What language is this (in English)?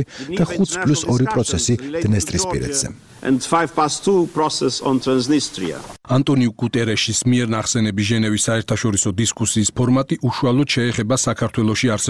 Georgian